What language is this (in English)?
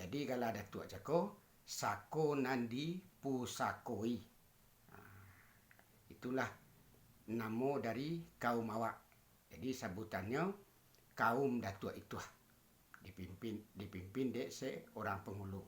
Minangkabau